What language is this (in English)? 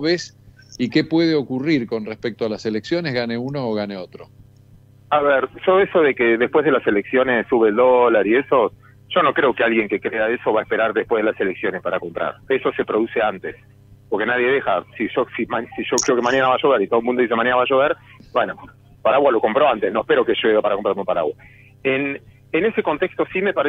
Spanish